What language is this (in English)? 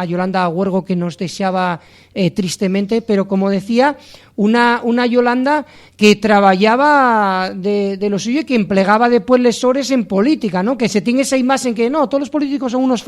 Asturian